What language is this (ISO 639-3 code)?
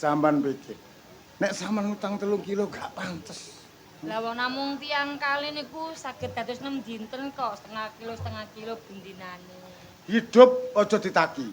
jav